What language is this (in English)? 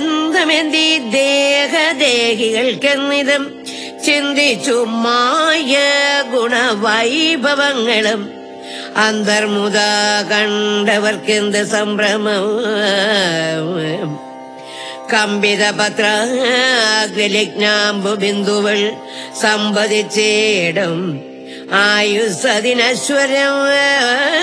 Malayalam